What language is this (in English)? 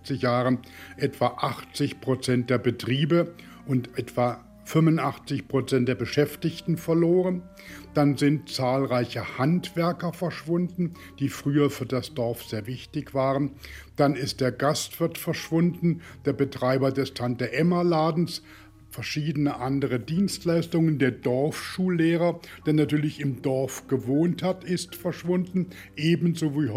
German